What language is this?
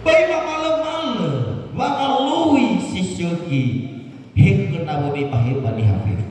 Nias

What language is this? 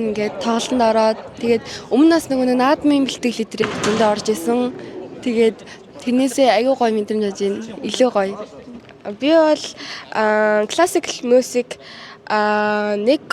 Mongolian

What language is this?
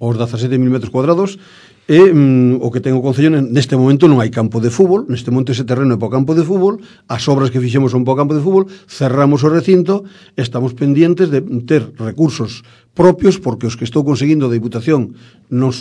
Galician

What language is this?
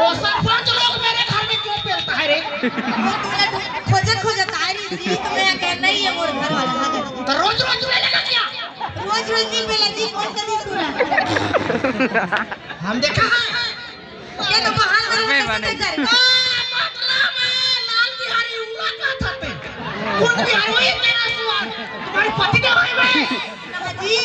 Chhattisgarhi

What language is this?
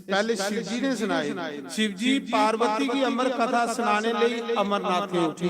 Dogri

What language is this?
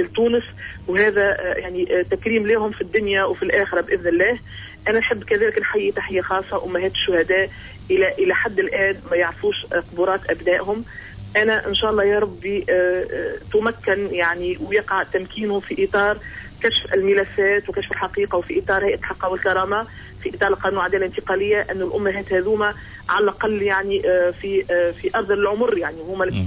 Tunisian Arabic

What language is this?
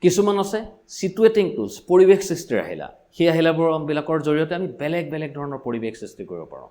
Assamese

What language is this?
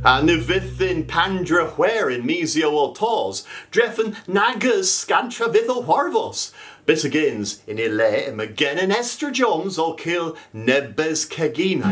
Cornish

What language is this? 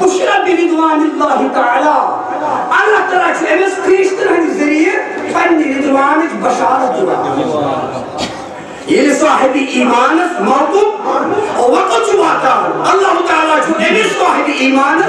Kashmiri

